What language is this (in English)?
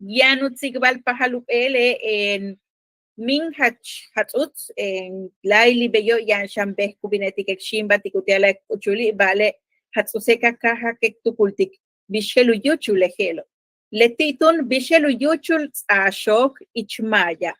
Yucateco